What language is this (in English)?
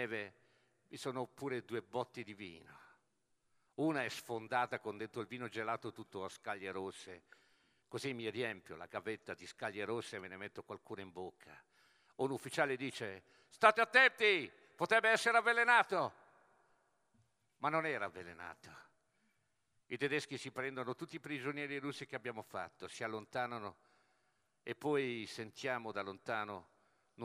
Italian